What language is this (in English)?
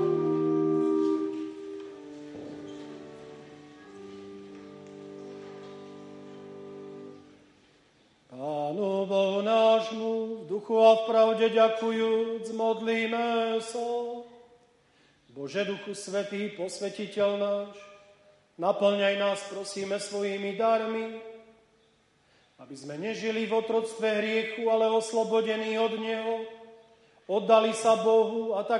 Slovak